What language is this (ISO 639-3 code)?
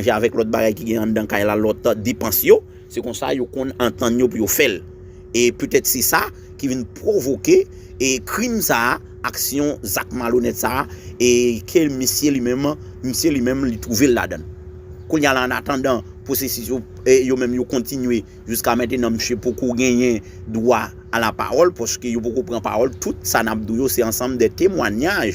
hat